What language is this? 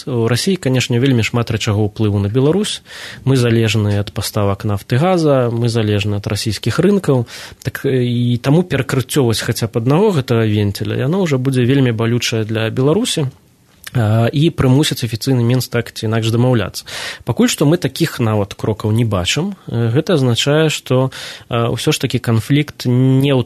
Belarusian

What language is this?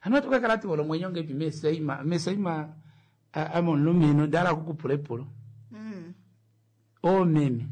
Kuanyama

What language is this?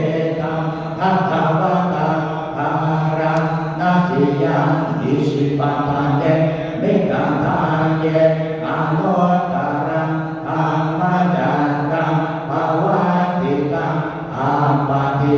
Pali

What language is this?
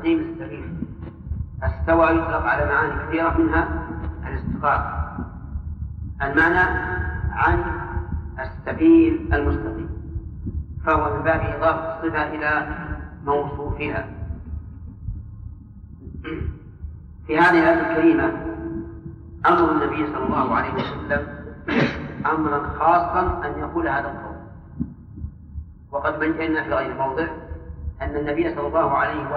Arabic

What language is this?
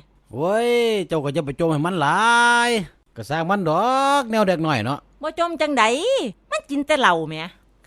Northeastern Thai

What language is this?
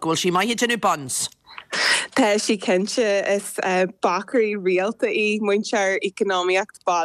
Irish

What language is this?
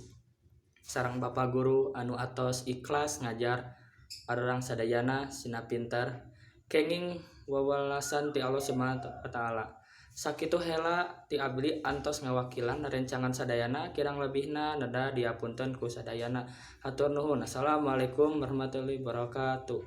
Sundanese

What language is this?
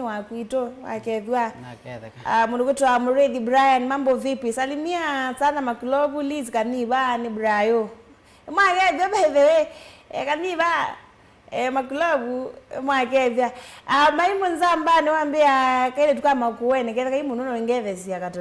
Kamba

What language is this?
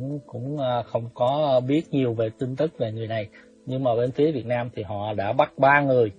Vietnamese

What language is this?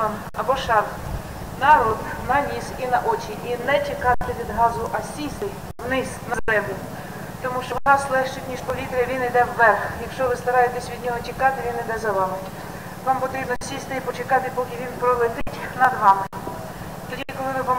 Ukrainian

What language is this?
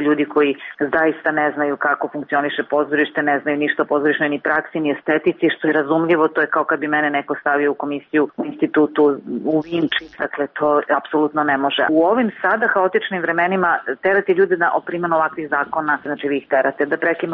Serbian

